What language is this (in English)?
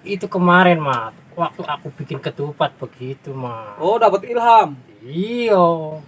Betawi